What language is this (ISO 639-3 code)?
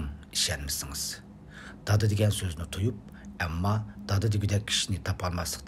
uig